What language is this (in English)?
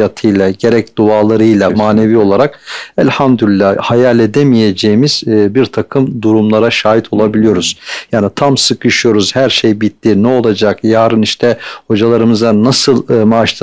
Turkish